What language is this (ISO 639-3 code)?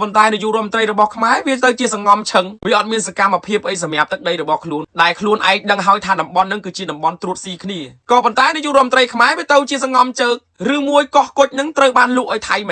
khm